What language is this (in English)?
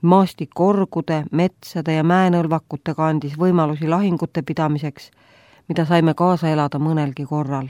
Estonian